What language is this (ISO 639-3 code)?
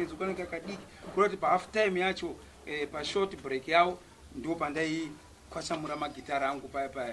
sna